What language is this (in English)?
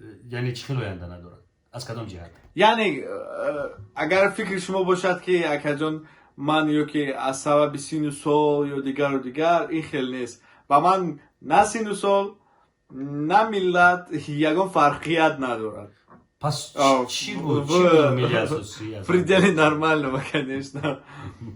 Tajik